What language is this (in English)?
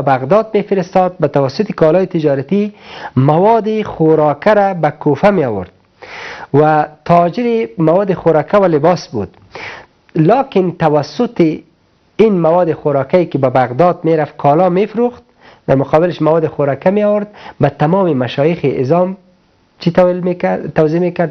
Persian